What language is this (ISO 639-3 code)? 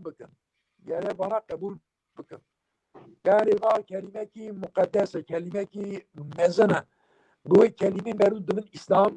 kur